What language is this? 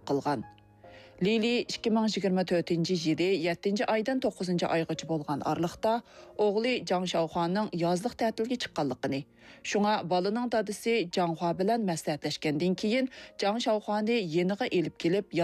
Uyghur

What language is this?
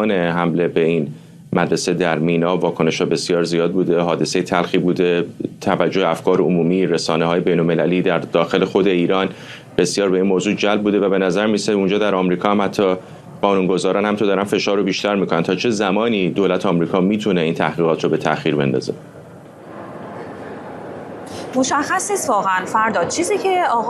Persian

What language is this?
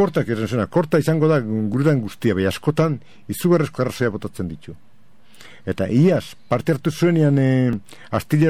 Basque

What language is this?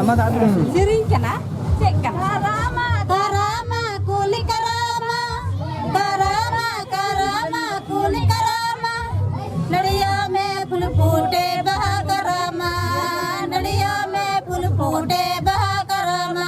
Santali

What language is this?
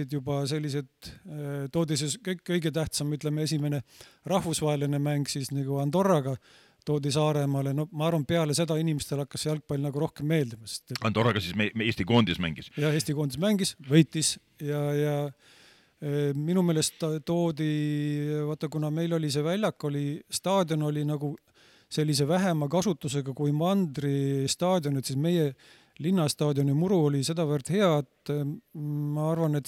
Estonian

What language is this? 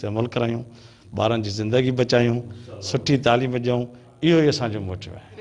Sindhi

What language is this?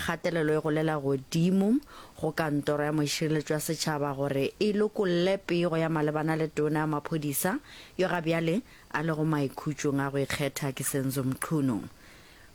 Northern Sotho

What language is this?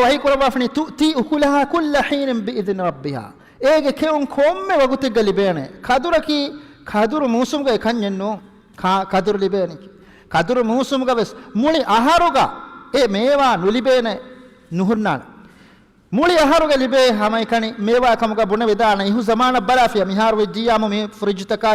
Divehi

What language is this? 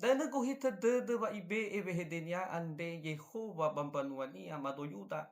Nias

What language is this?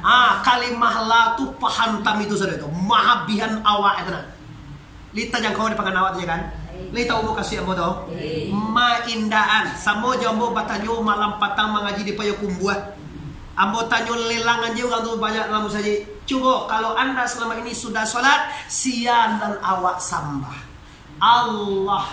Minangkabau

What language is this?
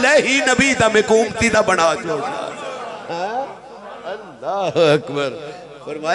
Saraiki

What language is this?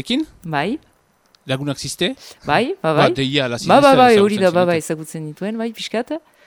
Basque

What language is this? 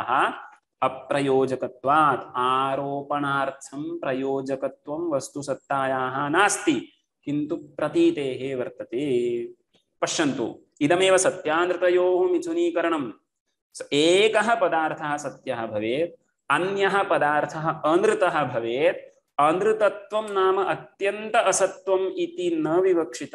Sanskrit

